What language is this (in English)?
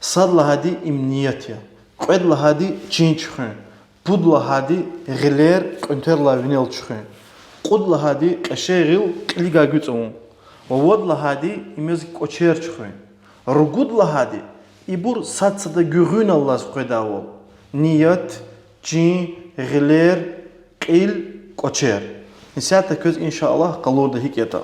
Lezghian